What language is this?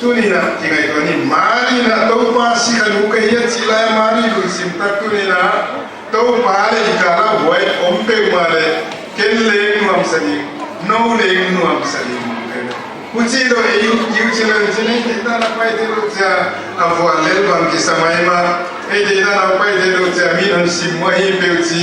Paite Chin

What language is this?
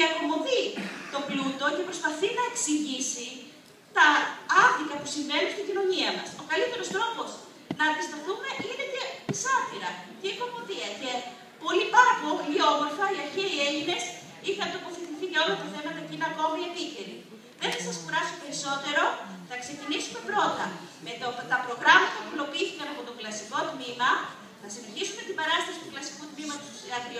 Greek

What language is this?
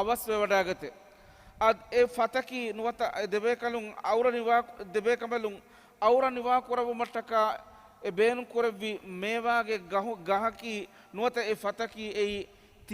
Divehi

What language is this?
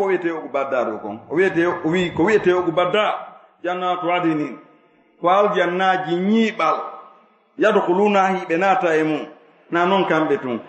Fula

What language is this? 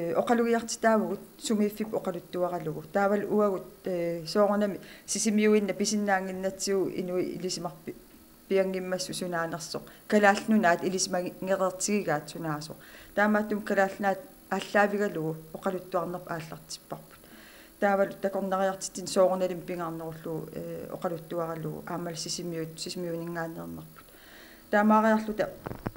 Kalaallisut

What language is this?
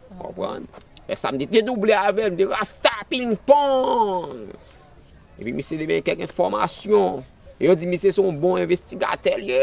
Haitian Creole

